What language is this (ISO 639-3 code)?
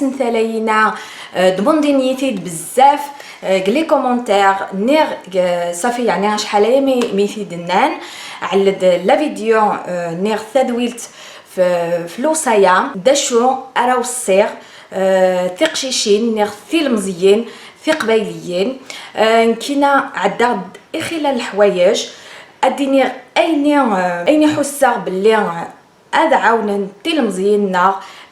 kab